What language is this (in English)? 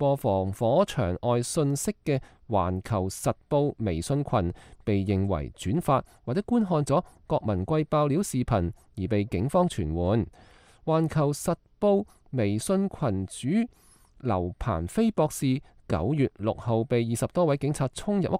Cantonese